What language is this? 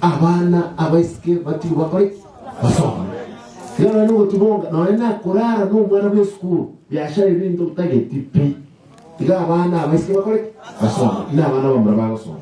Gusii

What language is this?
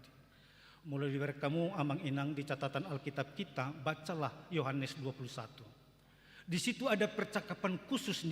Batak Toba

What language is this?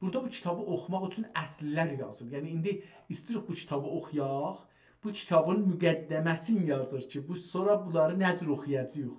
South Azerbaijani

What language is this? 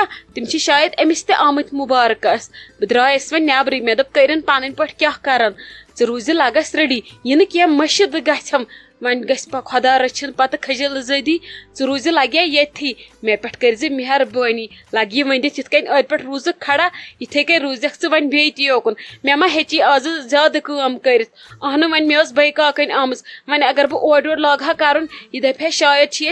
Kashmiri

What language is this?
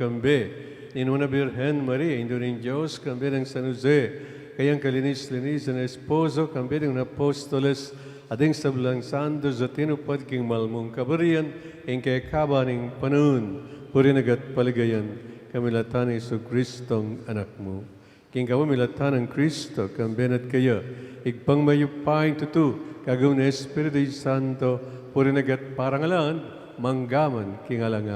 Pampanga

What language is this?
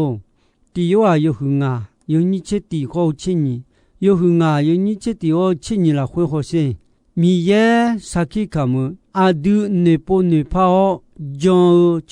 Akha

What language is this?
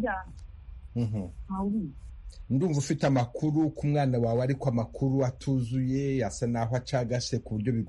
Kinyarwanda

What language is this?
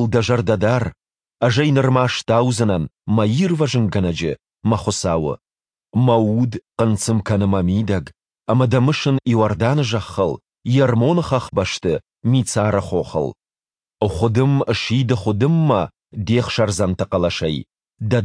Ossetic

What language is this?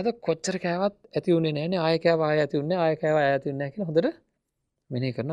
Sinhala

